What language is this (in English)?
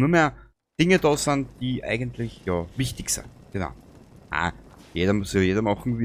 Bavarian